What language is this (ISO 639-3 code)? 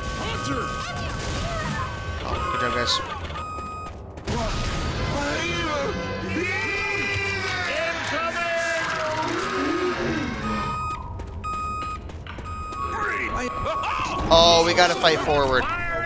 eng